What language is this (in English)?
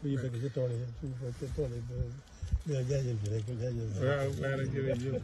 Wolof